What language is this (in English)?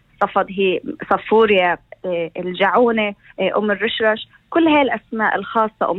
North Levantine Arabic